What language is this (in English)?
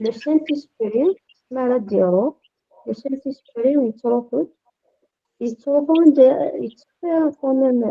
Kabyle